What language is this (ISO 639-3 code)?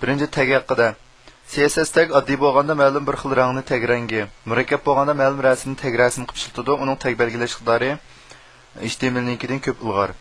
uig